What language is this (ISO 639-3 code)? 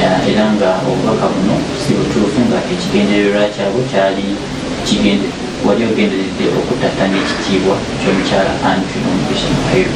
lug